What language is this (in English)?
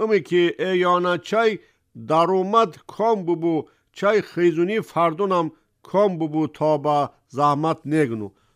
Tajik